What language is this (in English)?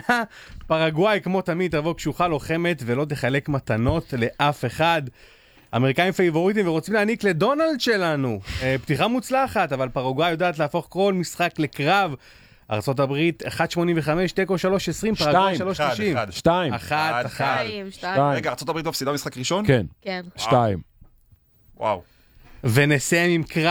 Hebrew